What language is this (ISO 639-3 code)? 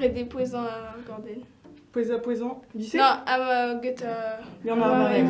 bre